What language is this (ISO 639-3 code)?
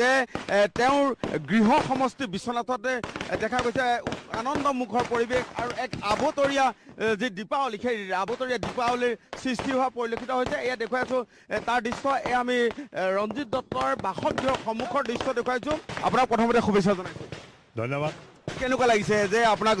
asm